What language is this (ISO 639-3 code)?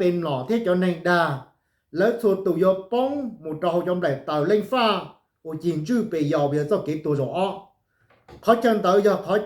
hmn